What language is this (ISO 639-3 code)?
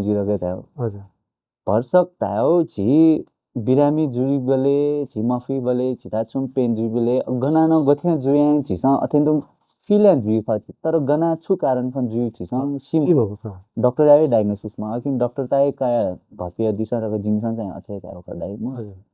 new